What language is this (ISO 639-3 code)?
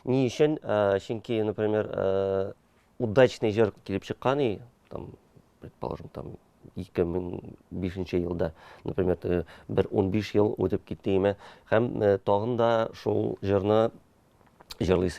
tat